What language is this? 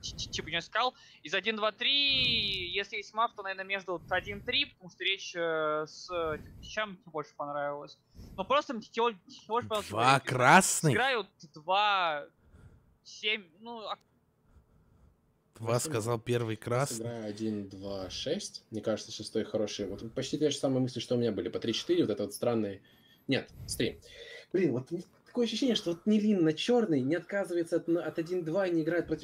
Russian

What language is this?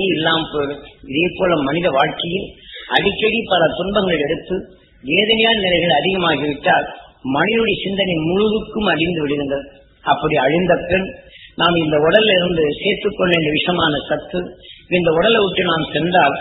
Tamil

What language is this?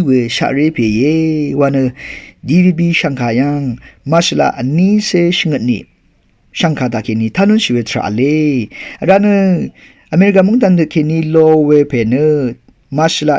Rawang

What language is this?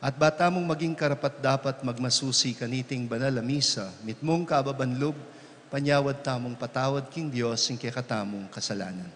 Pampanga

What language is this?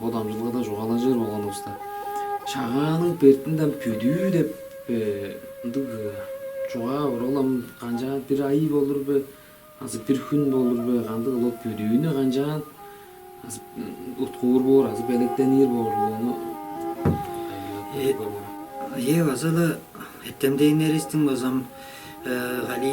Tuvinian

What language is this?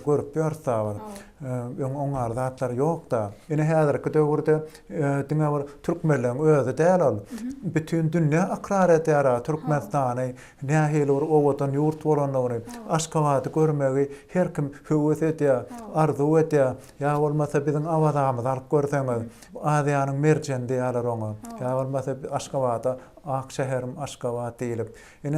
Turkmen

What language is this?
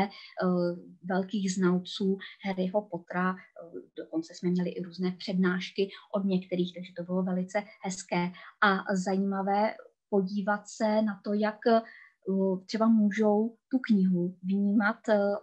Czech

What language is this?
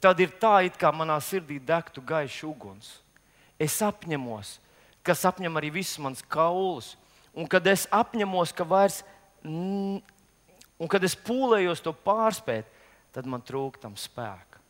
Latvian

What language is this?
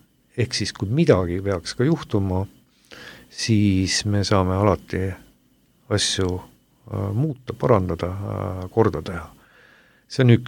Estonian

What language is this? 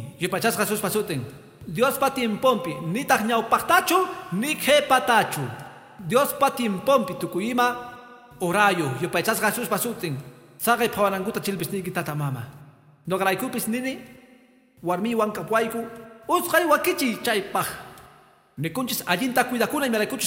Quechua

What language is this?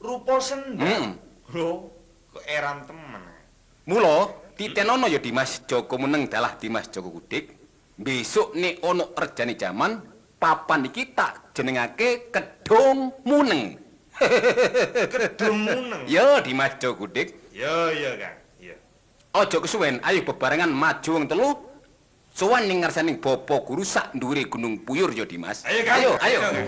Javanese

